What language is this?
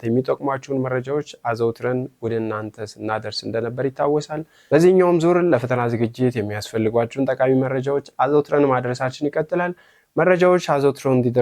Amharic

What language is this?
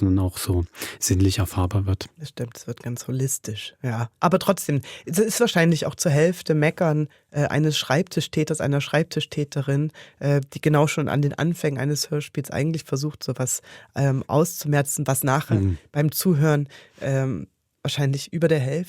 Swiss German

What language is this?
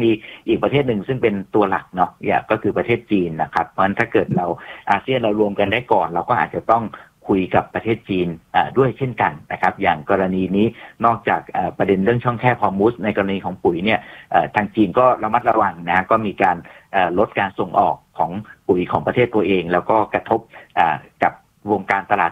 Thai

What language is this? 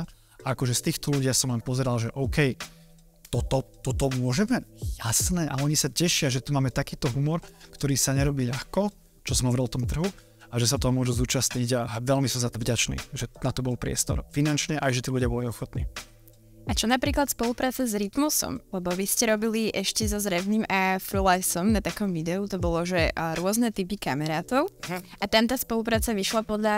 Slovak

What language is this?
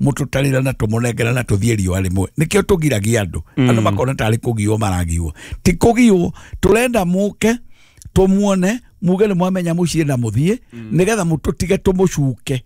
Kikuyu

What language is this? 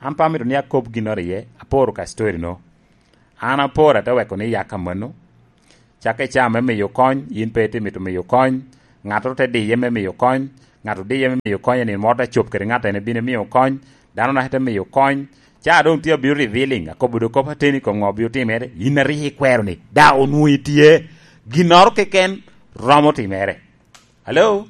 Lango (Uganda)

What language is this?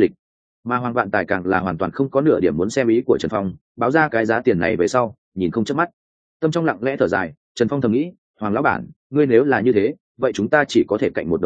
Vietnamese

